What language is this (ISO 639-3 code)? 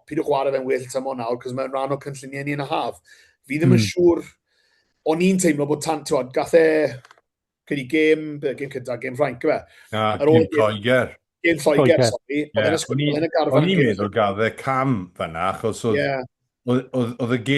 cym